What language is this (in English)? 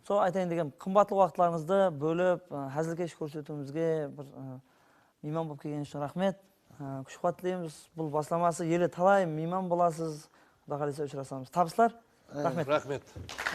Kara-Kalpak